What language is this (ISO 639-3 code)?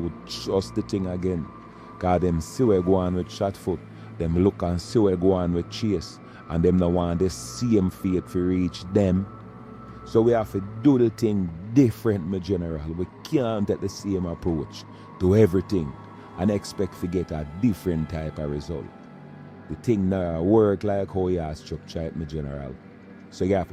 jam